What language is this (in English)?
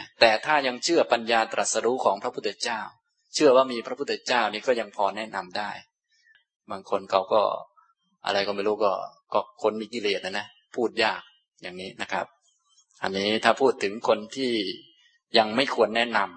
Thai